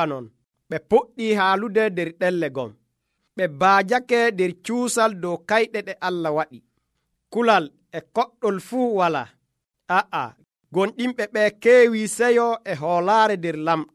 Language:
Nigerian Fulfulde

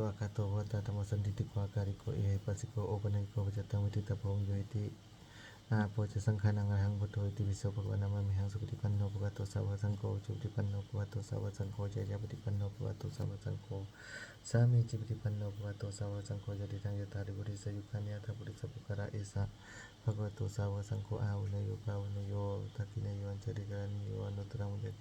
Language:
Pali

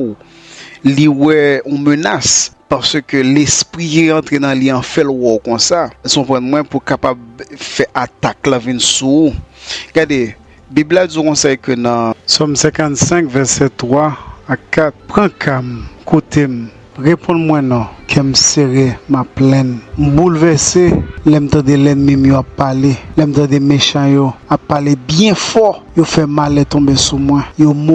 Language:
Haitian Creole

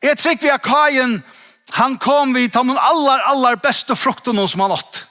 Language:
Faroese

